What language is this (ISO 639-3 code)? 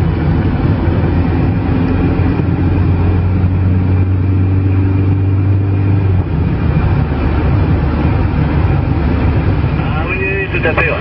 fra